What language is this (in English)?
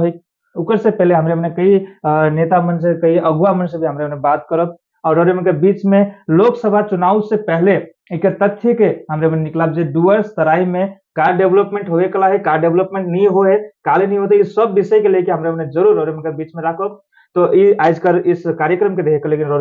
Sadri